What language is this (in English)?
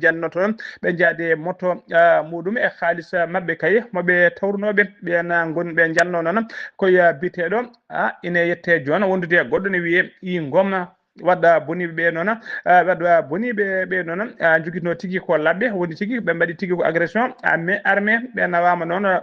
Fula